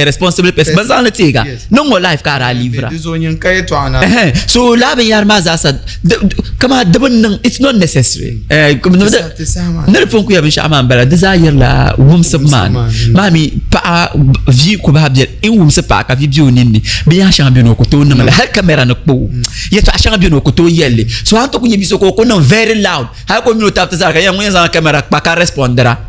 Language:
Dagbani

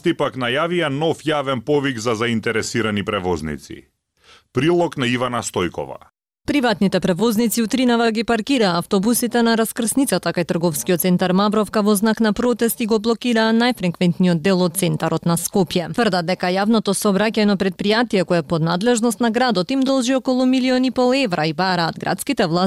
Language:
Macedonian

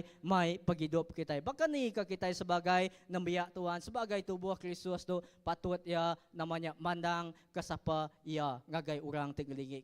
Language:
Iban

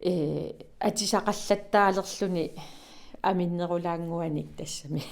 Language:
Kalaallisut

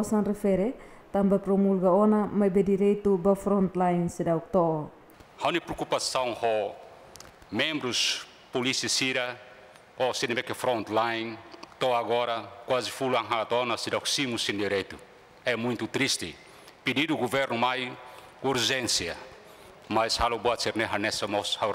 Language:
Tetum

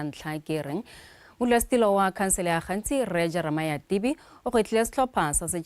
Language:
Tswana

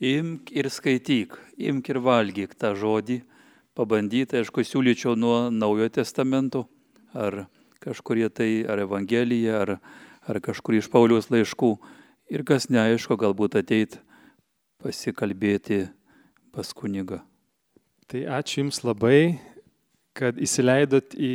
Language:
Lithuanian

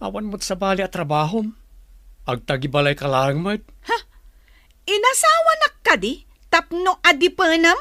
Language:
Iloko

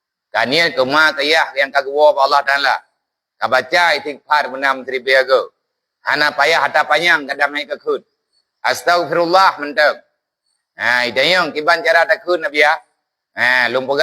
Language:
Achinese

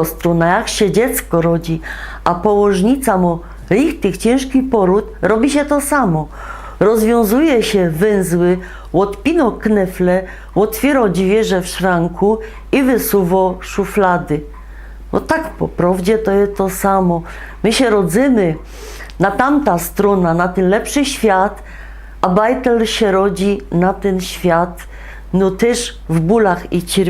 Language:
Silesian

